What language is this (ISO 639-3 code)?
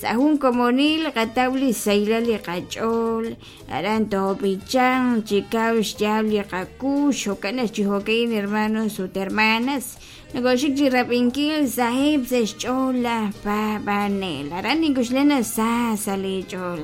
kek